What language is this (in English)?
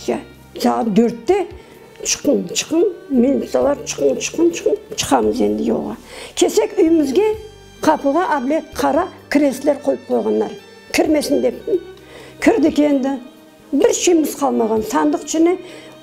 Crimean Tatar